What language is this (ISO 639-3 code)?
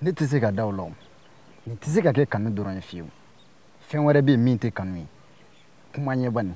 bam